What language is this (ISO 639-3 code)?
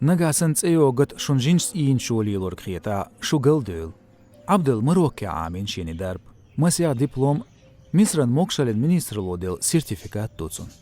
che